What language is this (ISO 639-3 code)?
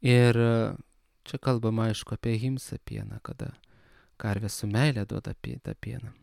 lit